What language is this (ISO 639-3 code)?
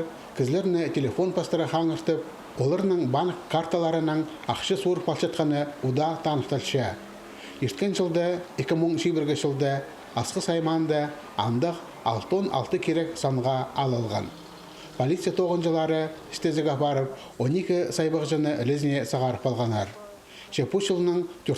kjh